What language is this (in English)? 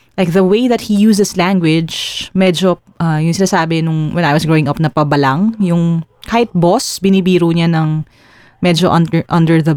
Filipino